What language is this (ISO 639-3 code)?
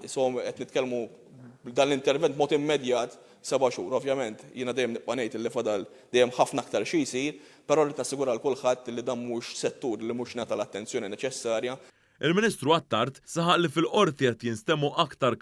mlt